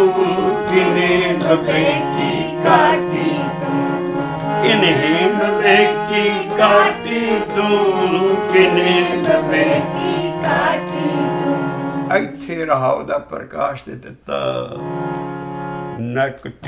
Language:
Punjabi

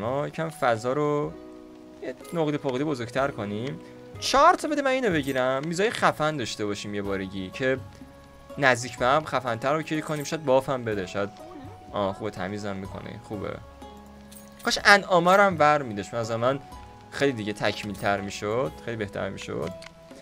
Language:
Persian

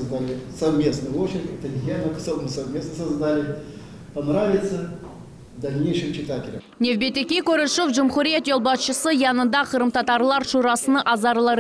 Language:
Crimean Tatar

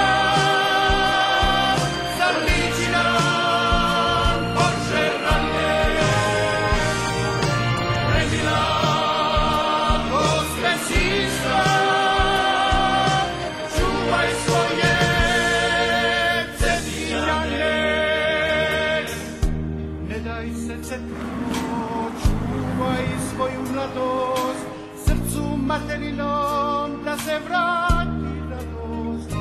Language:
Serbian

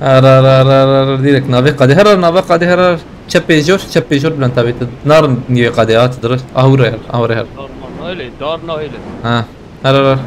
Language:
Kurdish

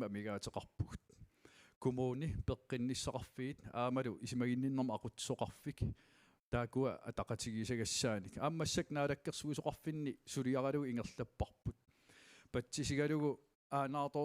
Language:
Kalaallisut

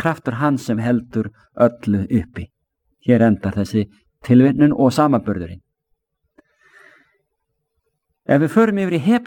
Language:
Icelandic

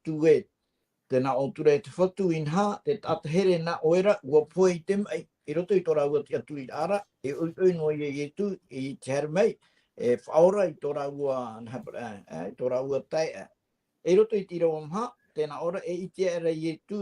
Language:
Tahitian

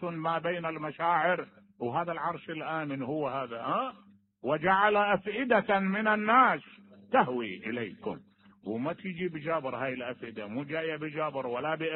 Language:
Mesopotamian Arabic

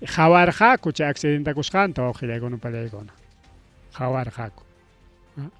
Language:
Ayacucho Quechua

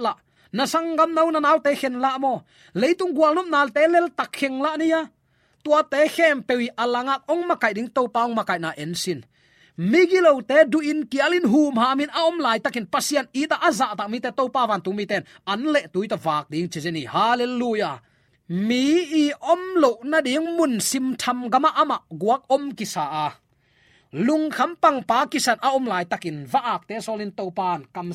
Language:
Tedim Chin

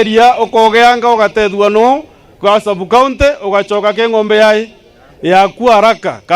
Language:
Meru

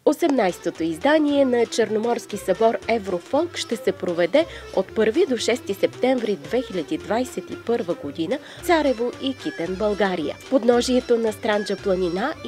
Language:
Bulgarian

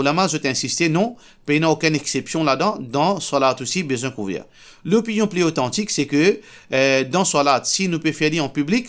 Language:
Morisyen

